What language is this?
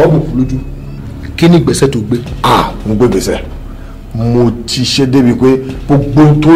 Yoruba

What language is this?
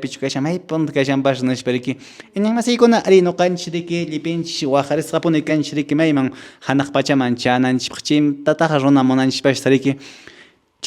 Quechua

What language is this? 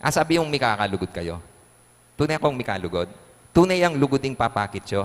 Pampanga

